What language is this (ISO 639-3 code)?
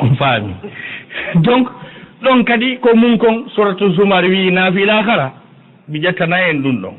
ful